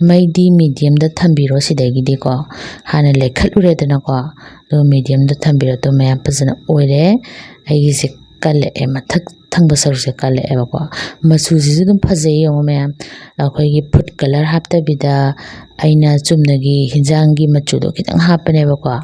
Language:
Manipuri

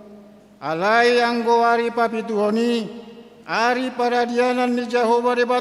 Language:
Batak Toba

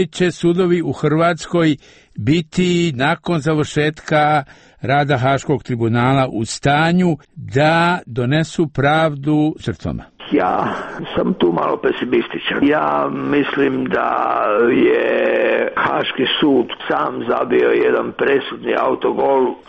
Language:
Croatian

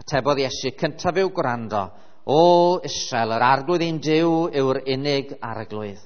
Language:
Welsh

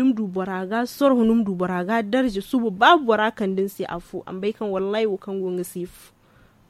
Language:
Zarma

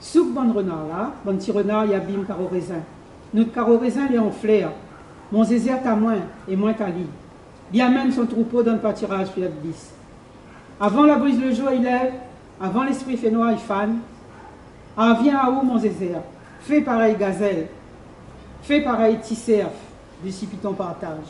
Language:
Réunion Creole French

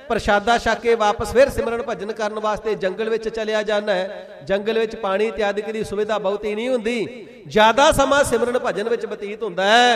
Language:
Punjabi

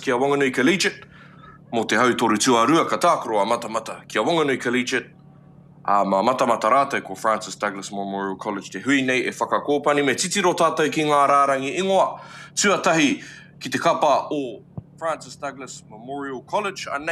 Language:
Māori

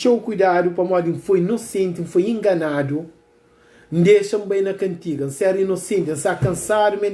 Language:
Kabuverdianu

